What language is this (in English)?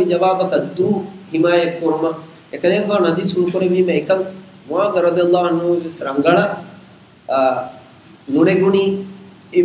Divehi